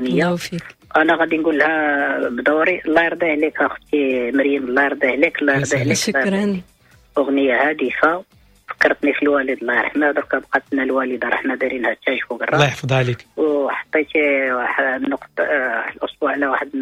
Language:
Moroccan Arabic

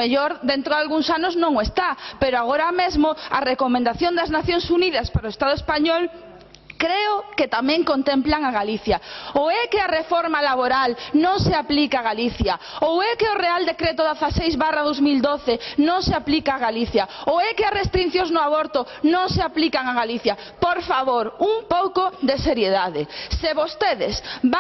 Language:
Galician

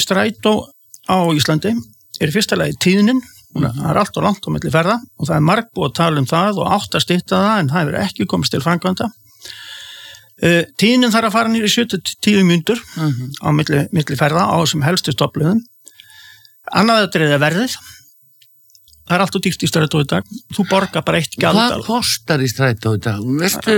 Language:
Icelandic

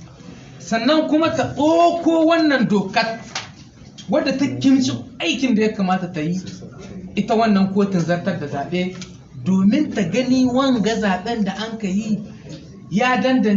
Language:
Hausa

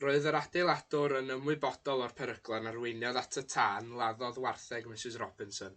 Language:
Welsh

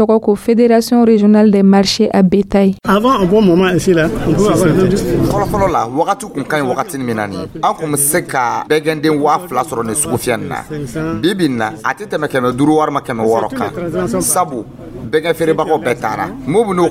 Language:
Dyula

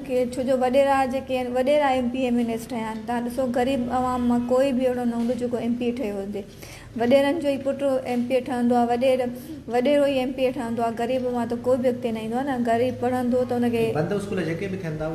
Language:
Sindhi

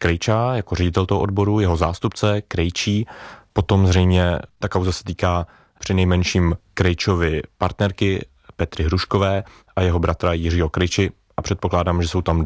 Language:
Czech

